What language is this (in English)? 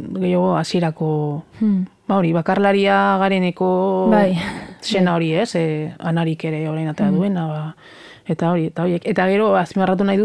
Basque